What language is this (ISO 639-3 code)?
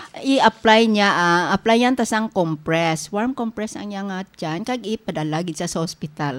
hil